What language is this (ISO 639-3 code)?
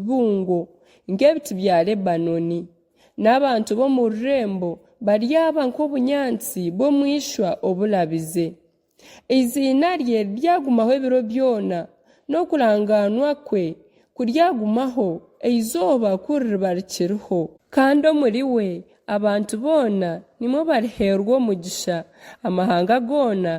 nyn